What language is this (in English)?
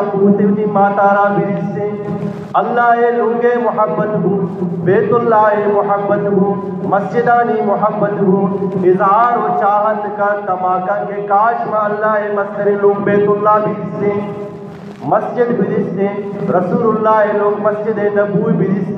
Eastern Balochi